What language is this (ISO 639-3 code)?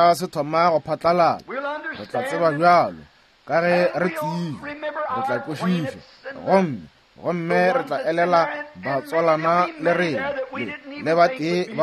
nso